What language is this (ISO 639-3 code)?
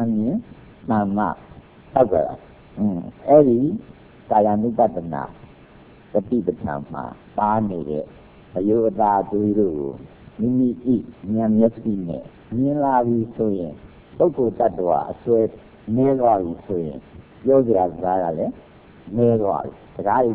mya